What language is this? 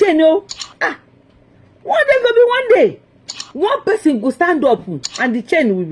Yoruba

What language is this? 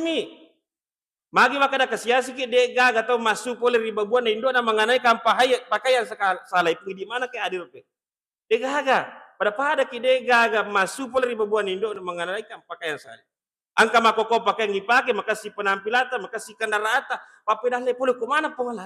Buginese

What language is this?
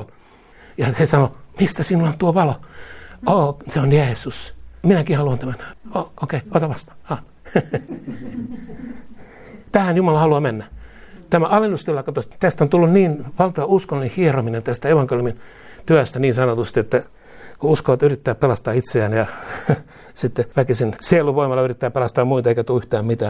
Finnish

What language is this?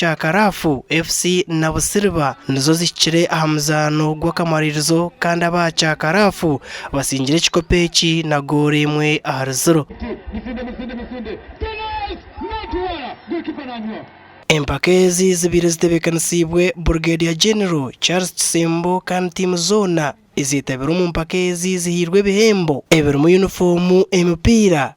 Nyankole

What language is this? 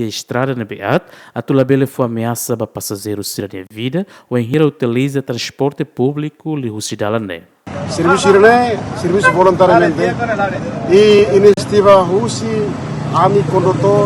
Tetum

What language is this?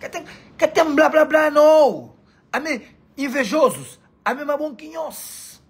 Kabuverdianu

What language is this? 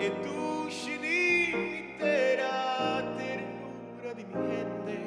Papiamento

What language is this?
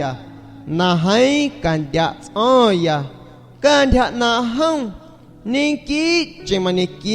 San Pedro Amuzgos Amuzgo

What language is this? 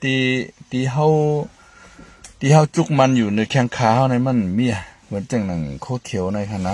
Shan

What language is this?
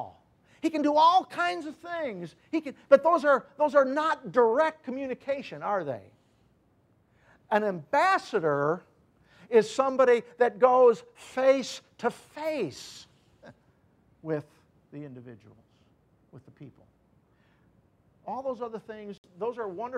English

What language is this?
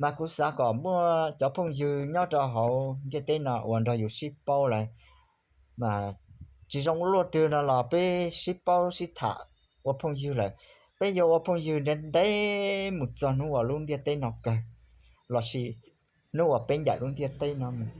Hmong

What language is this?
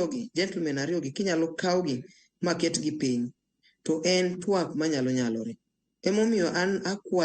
Luo (Kenya and Tanzania)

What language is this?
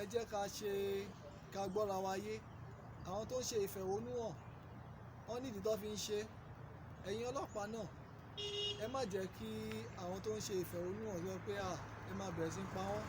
Yoruba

